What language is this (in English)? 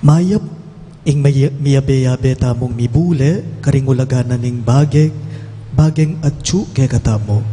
Pampanga